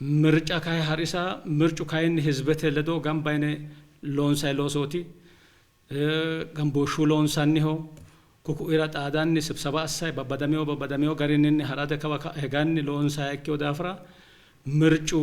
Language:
Sidamo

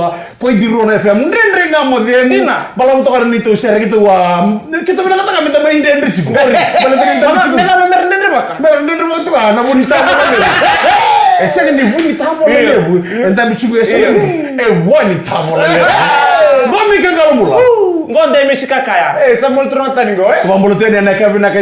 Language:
Fijian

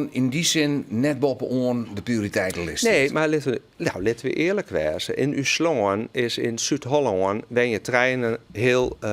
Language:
Western Frisian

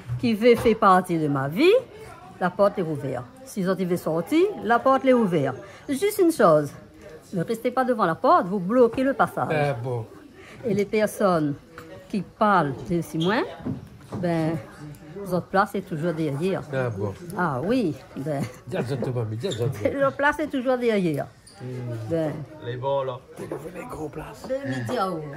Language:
Réunion Creole French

